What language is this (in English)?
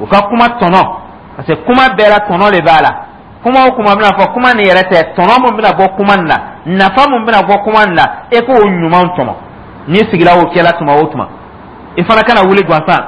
Dyula